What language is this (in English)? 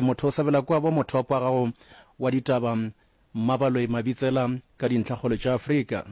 Northern Sotho